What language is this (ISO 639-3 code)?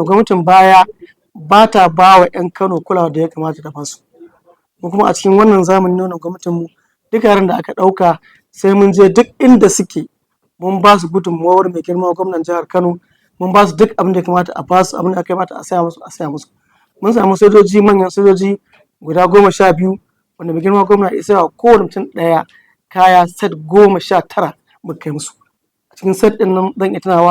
hau